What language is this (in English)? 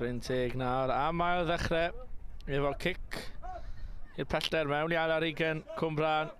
Welsh